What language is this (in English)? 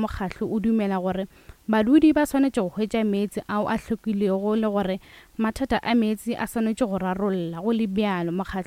Northern Sotho